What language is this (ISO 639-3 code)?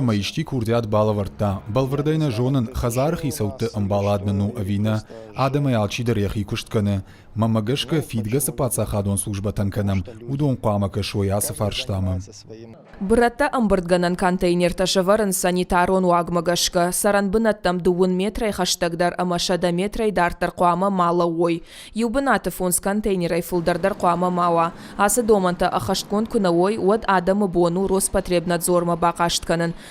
oss